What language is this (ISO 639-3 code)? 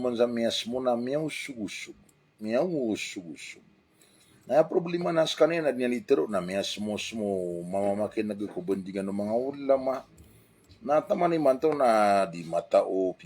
mrw